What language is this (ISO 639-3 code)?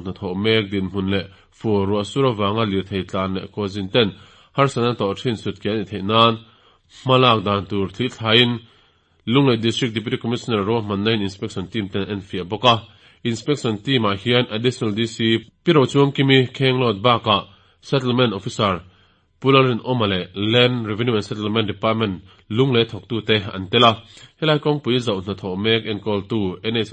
lus